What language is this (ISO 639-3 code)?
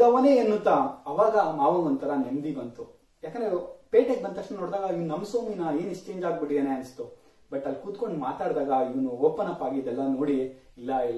kan